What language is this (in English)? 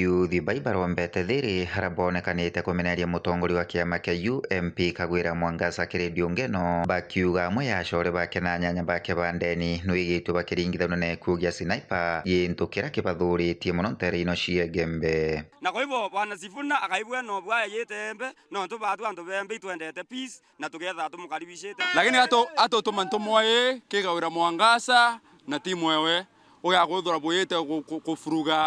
Meru